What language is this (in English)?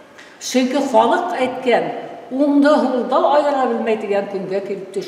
Bashkir